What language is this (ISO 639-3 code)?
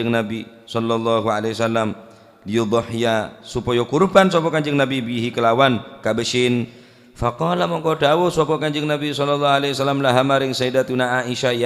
mad